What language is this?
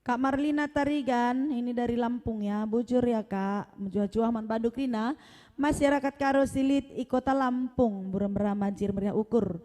Batak Karo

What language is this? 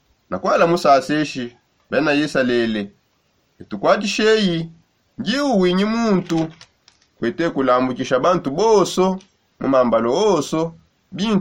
Songe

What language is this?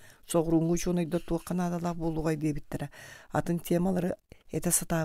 Yakut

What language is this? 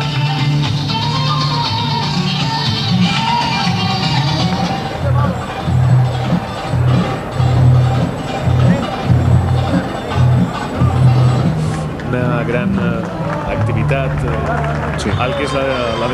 Catalan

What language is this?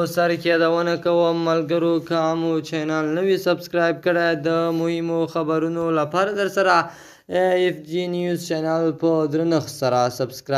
Pashto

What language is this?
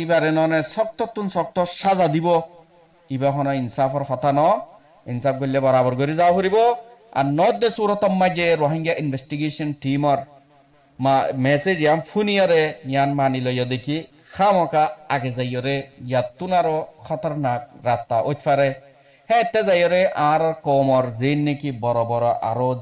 Rohingya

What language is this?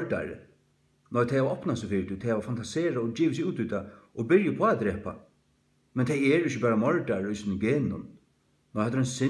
Faroese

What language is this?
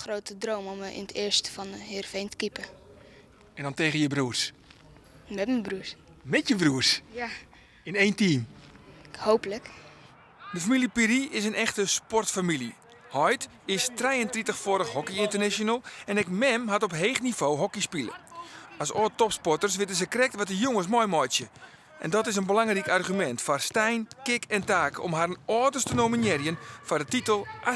Western Frisian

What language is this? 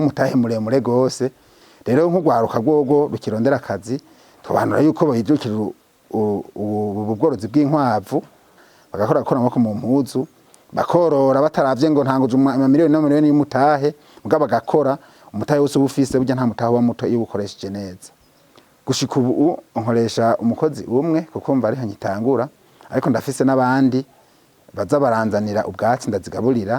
Rundi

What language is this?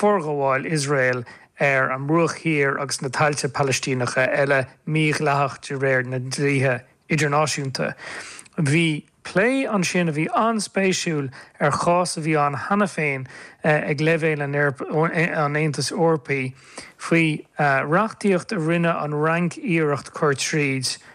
Irish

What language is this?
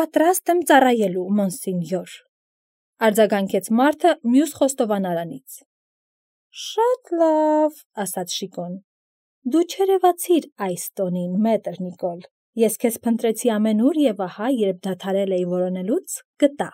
Armenian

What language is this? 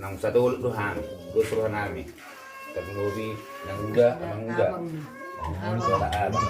Batak Toba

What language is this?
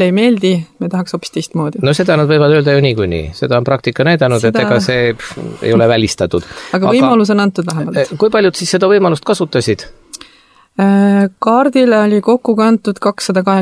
Estonian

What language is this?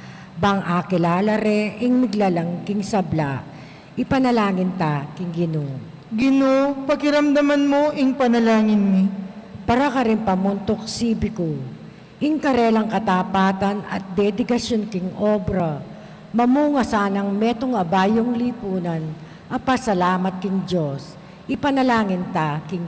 Pampanga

